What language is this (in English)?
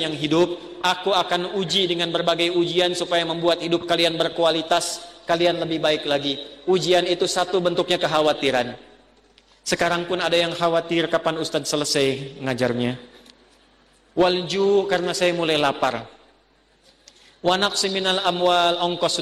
Indonesian